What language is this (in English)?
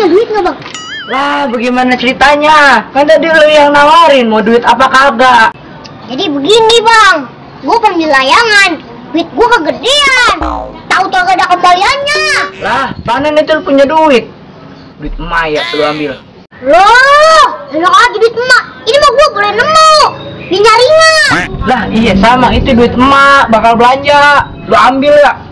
Betawi